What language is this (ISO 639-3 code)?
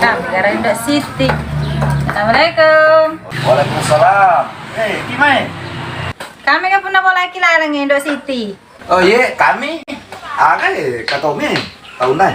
bug